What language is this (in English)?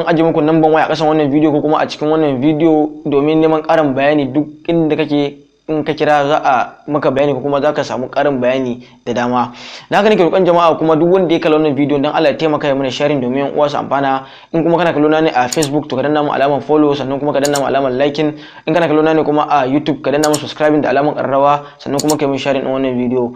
Hausa